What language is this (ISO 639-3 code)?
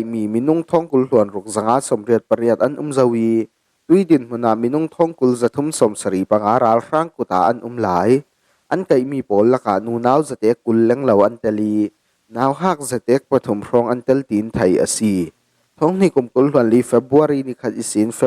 cfm